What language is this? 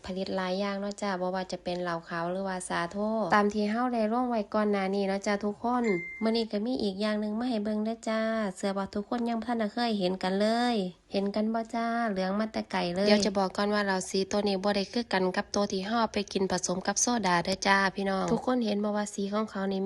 Lao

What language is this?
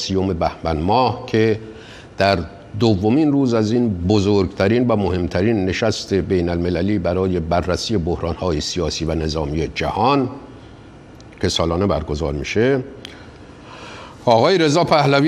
Persian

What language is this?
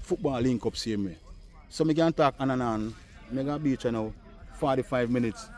Jamaican Creole English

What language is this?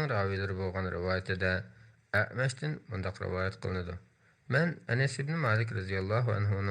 Uyghur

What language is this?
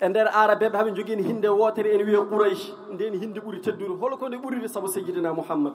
Fula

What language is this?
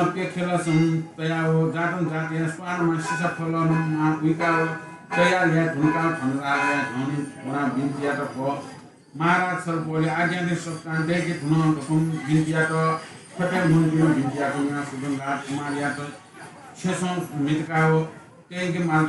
Newari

